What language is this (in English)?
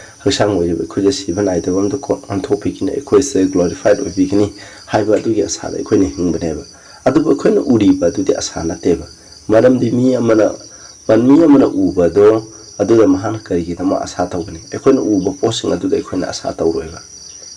Manipuri